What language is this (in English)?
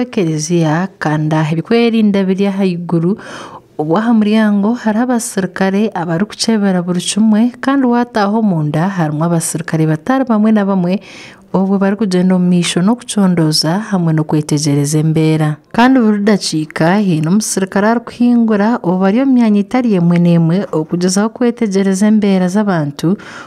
Nyankole